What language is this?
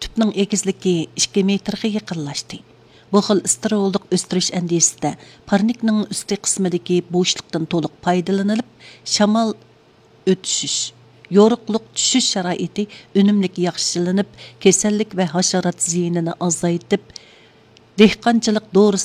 Uyghur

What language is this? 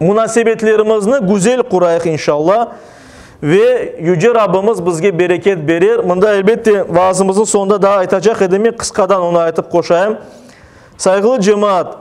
Crimean Tatar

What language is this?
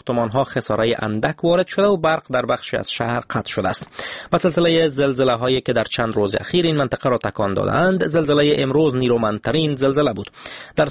Persian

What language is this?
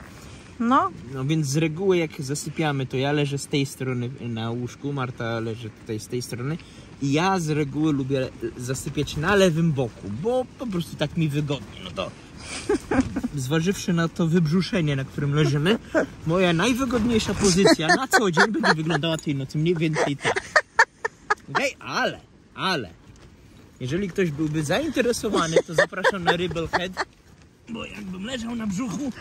Polish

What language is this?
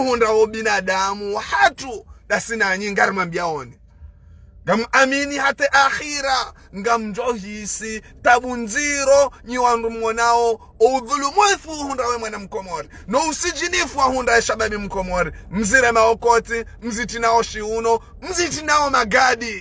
Ngazidja Comorian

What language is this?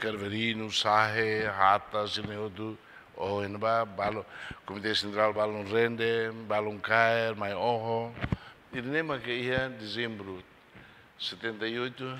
Tetum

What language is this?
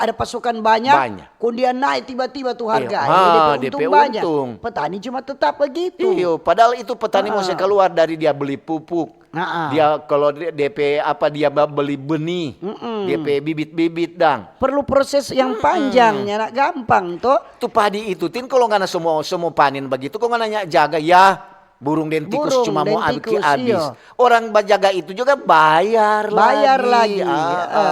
Manado Malay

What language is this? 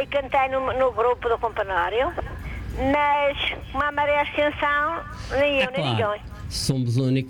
Portuguese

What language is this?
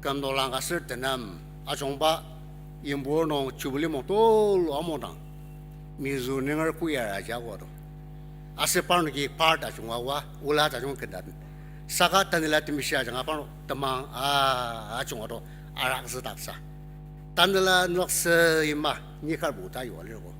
Ao Naga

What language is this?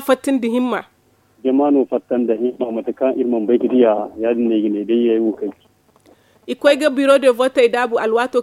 Zarma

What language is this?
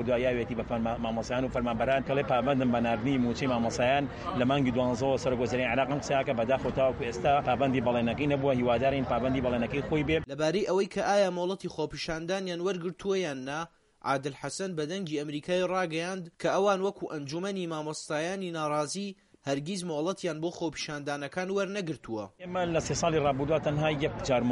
Central Kurdish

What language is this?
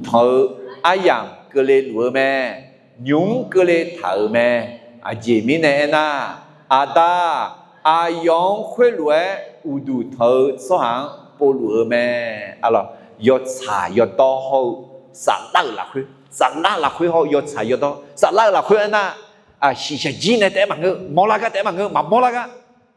Akha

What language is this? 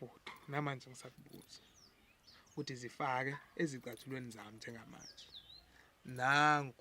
Zulu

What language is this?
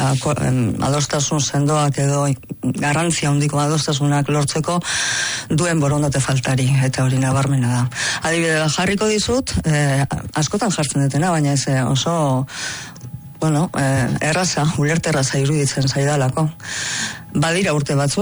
Basque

